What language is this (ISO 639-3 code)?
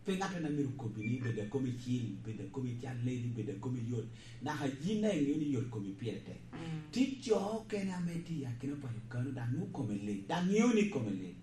laj